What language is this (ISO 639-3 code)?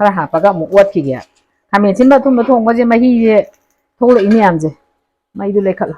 mni